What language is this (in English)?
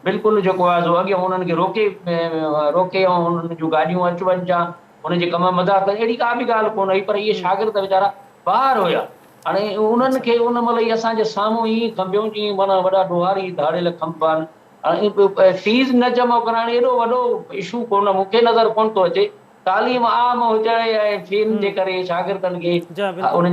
Sindhi